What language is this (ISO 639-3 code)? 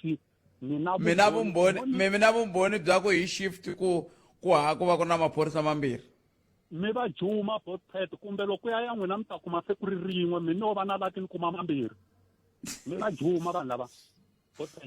tso